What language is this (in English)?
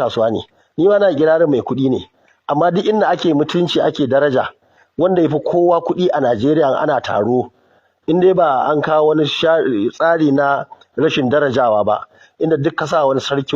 Hausa